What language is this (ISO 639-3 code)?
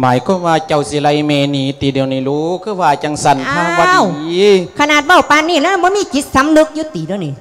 lao